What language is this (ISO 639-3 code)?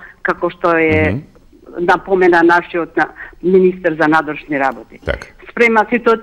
mkd